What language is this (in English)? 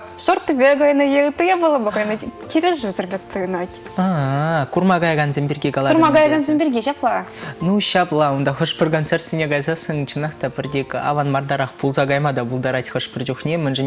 Chuvash